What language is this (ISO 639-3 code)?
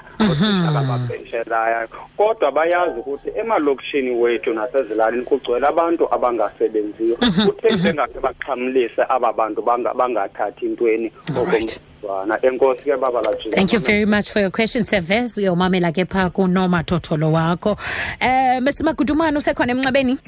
xho